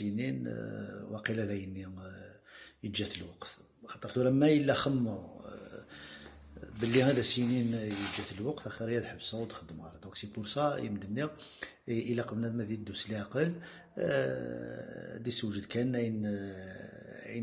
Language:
Kabyle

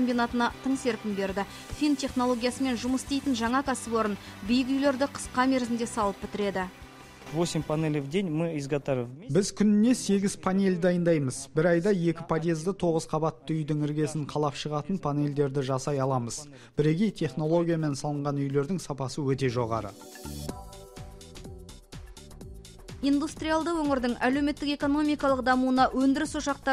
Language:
Kazakh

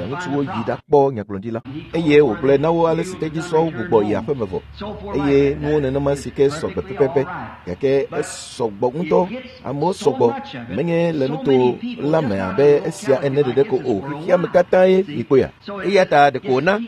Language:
Ewe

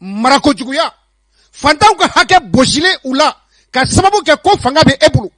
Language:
Bambara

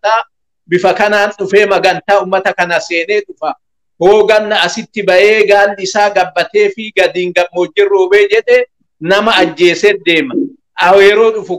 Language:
Oromo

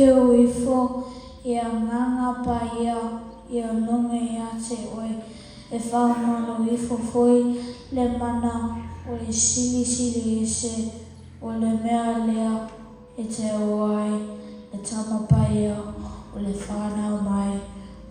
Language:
Samoan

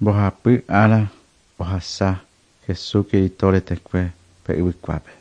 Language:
Guarani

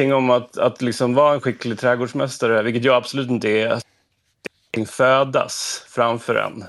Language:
Swedish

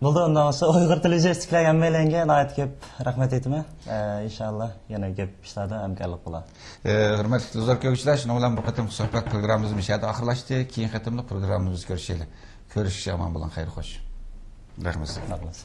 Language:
Uyghur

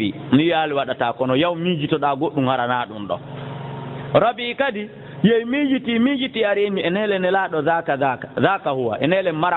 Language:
Fula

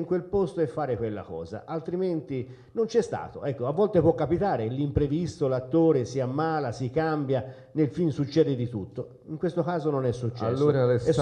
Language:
Italian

